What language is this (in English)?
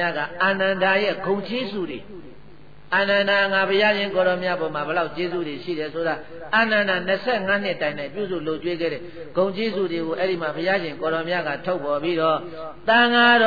Burmese